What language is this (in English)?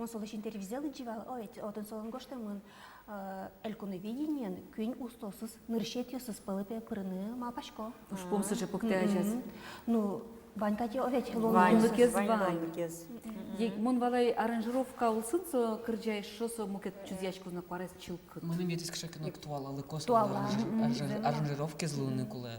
Udmurt